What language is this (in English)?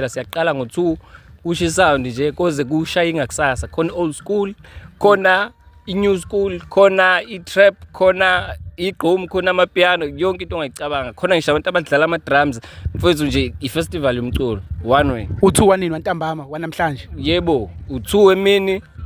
Zulu